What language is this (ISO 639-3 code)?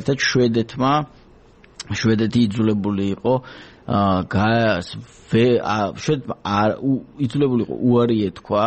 kat